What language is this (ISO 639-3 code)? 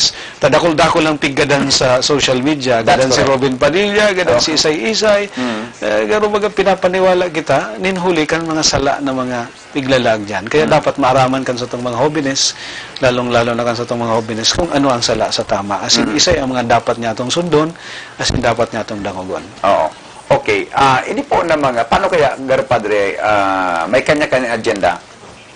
bik